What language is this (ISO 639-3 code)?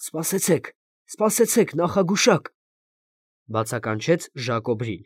hye